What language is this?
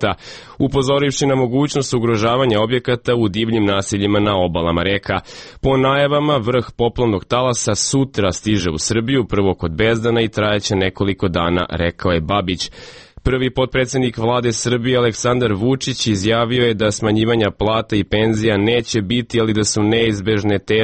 Serbian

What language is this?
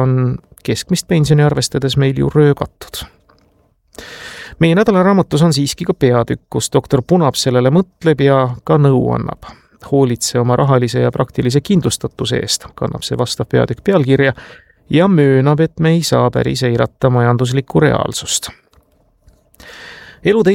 Estonian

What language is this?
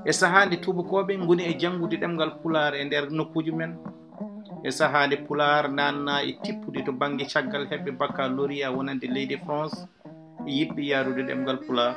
Fula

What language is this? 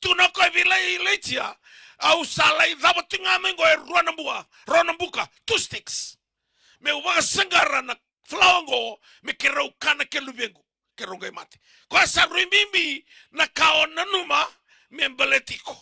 Fijian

